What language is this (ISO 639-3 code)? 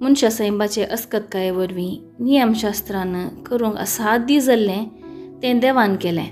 kok